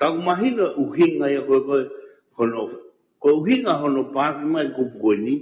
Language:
Tongan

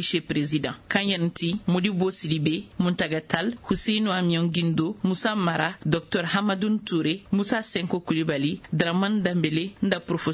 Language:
Koyraboro Senni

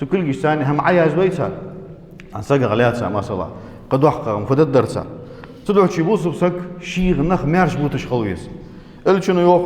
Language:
Ingush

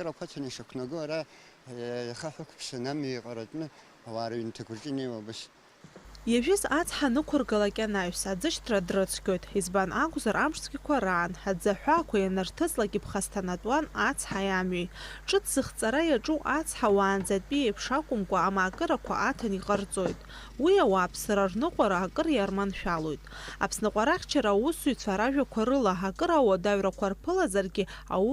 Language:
Abkhazian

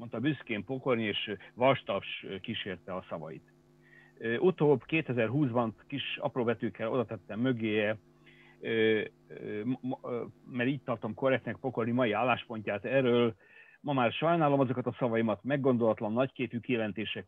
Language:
Hungarian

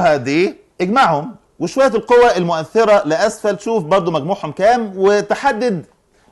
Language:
Egyptian Arabic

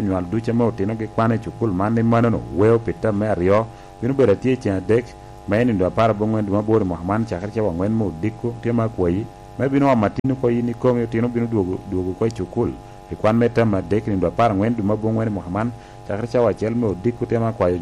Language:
Lango (Uganda)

